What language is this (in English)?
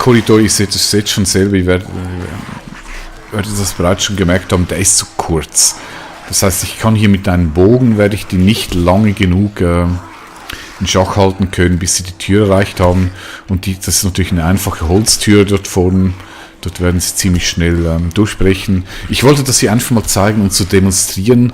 Swiss German